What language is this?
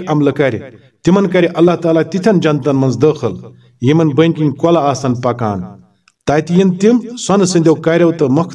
Kashmiri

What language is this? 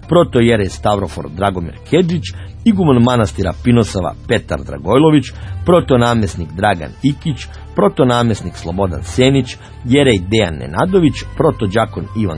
Serbian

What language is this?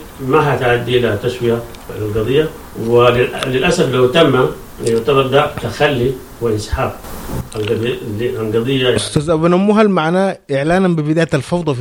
Sudanese Arabic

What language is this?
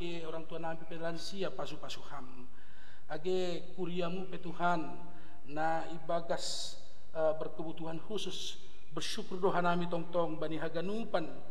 Batak Simalungun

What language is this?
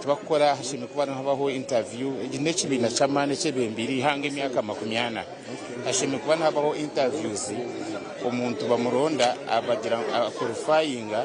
Nyankole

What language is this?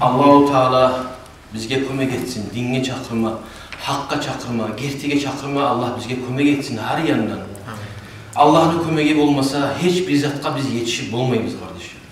Kumyk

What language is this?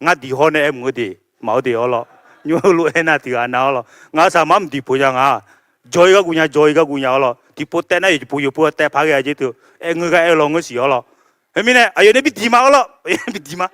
Akha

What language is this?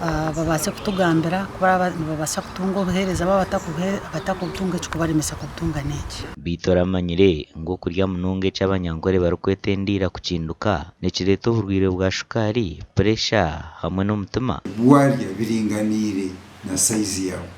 Nyankole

